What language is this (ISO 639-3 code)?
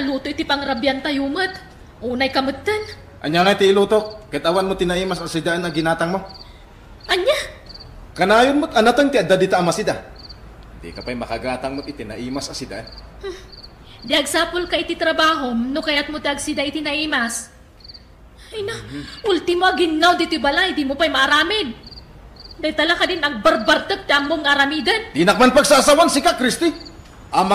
ilo